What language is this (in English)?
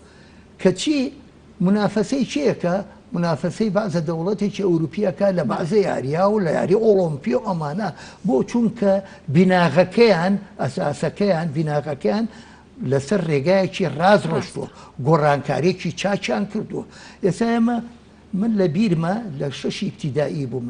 Central Kurdish